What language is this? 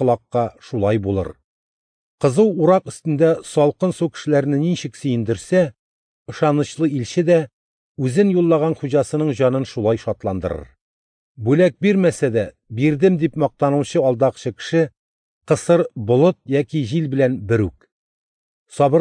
Tatar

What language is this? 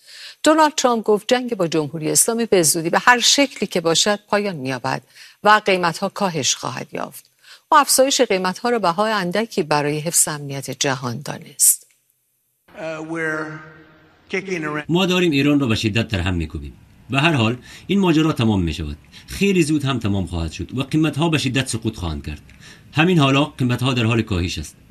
Persian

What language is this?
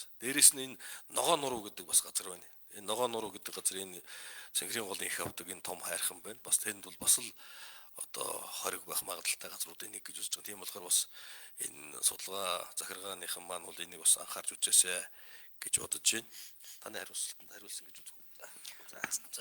Mongolian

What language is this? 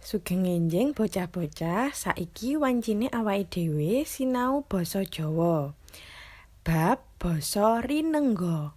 Javanese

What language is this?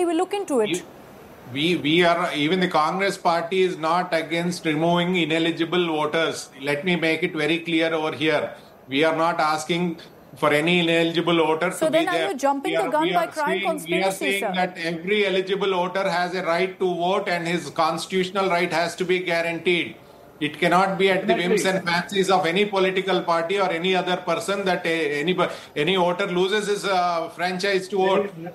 English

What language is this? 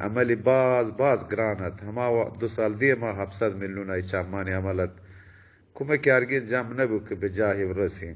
Eastern Balochi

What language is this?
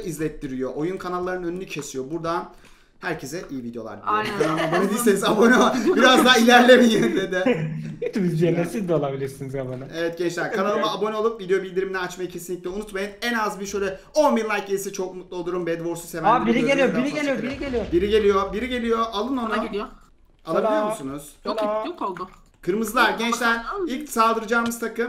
Turkish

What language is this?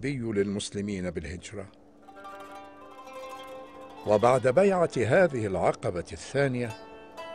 Arabic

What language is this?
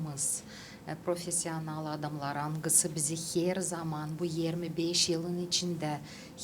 Gagauz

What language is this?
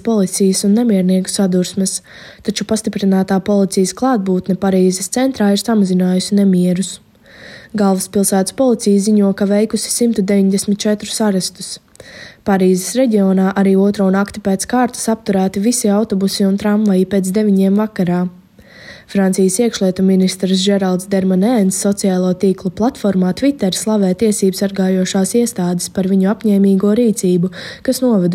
Latvian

